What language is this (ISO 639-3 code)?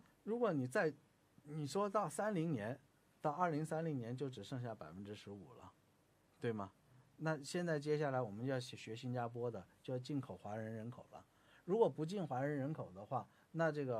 zho